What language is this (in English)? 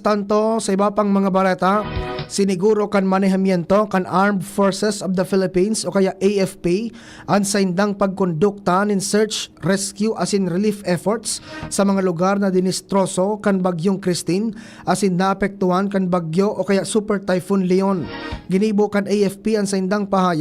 Bikol